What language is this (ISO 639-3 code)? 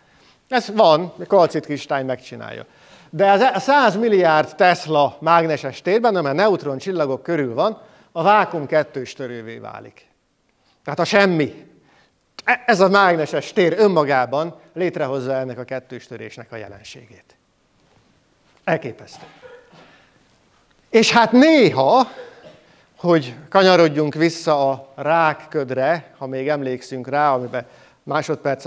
hun